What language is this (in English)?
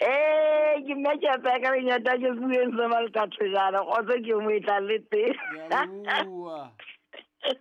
Southern Sotho